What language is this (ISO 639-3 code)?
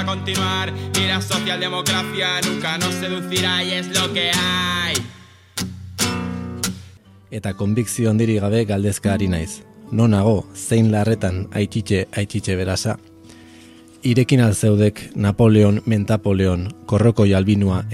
eus